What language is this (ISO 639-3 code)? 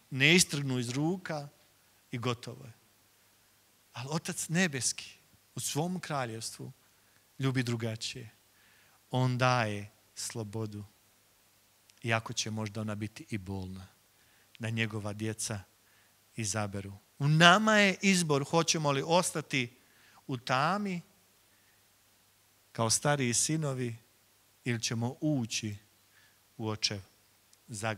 hrv